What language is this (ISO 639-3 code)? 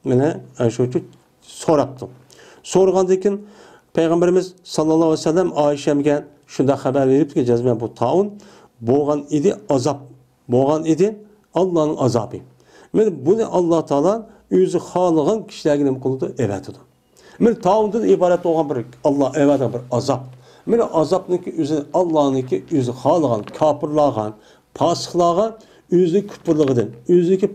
uig